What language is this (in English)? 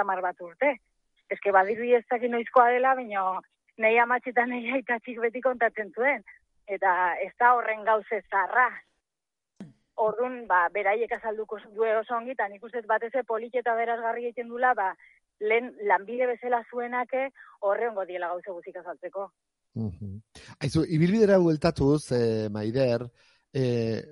Basque